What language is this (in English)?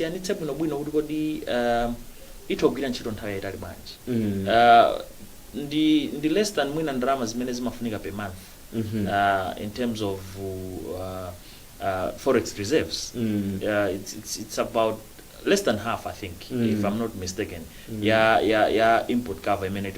Nyanja